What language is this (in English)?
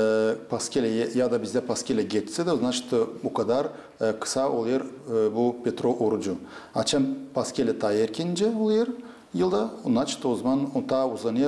Gagauz